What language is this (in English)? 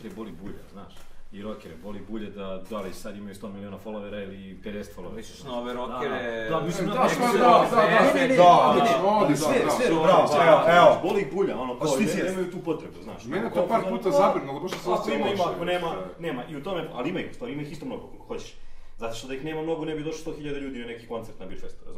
Serbian